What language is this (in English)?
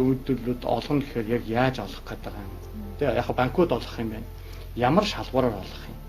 Mongolian